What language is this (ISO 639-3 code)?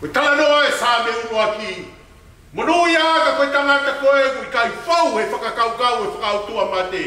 ton